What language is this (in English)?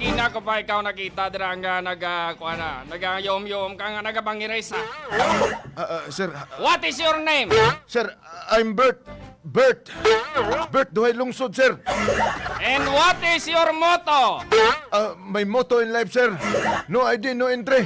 Hiligaynon